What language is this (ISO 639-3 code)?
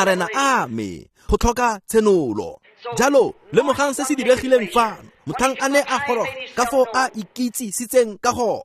tsn